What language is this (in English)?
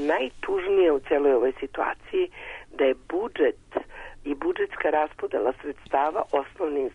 Serbian